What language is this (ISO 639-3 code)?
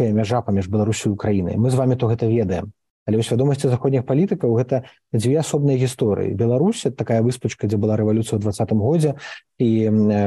bel